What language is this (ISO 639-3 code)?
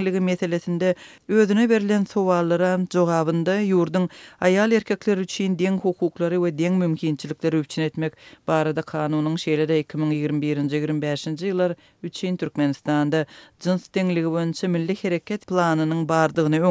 tuk